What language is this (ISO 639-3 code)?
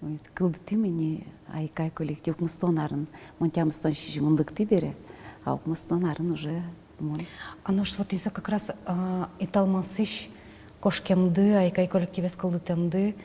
udm